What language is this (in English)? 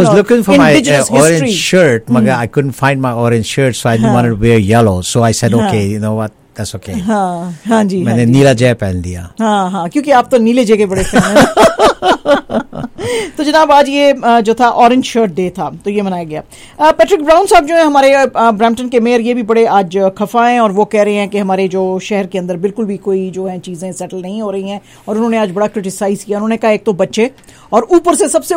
Hindi